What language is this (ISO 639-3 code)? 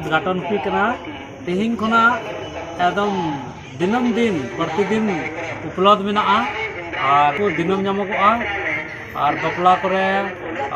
sat